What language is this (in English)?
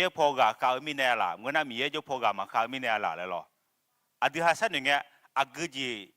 Akha